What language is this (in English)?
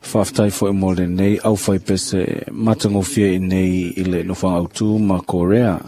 Samoan